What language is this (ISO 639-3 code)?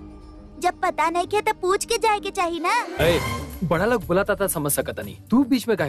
bho